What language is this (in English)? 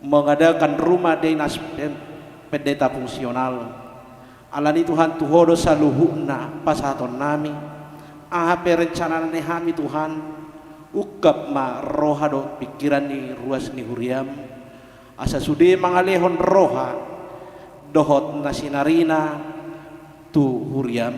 Batak Toba